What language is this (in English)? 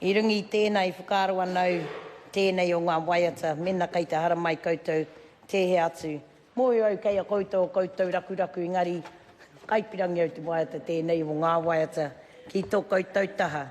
Māori